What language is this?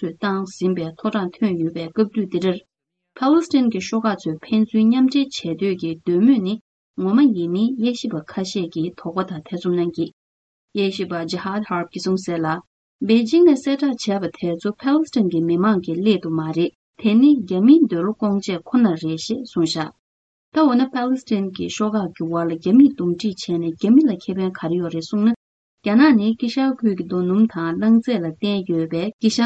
Tibetan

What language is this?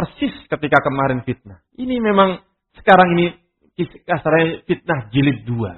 Indonesian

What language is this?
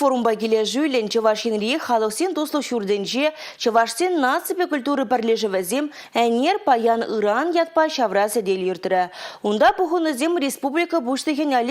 Chuvash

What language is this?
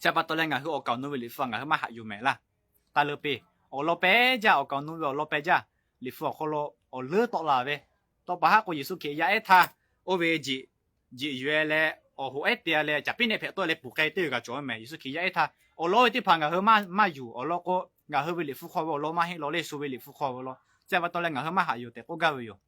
Lahu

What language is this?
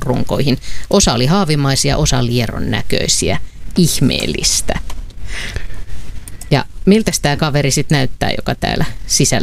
Finnish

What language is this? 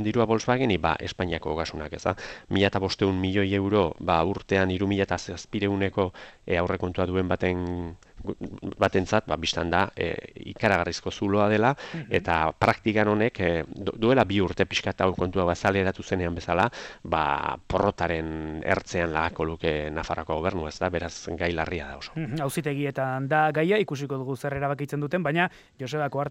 Basque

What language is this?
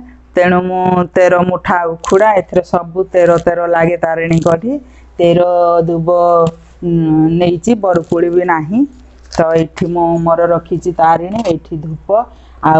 Odia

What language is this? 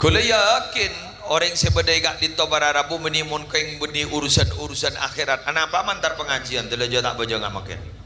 Madurese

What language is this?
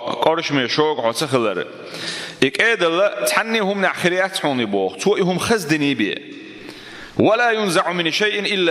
Chechen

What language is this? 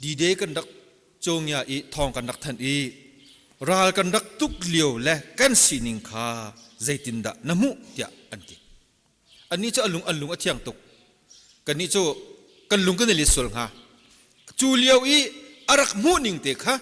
Hakha Chin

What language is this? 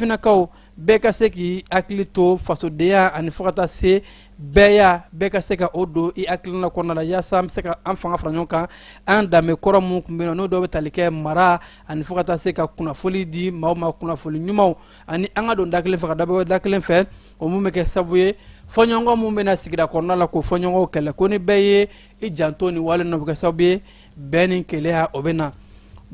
Bambara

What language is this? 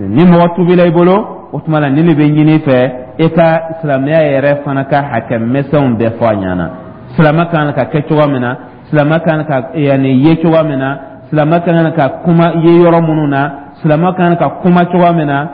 Dyula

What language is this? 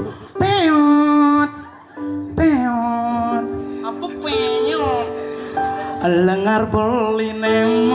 Balinese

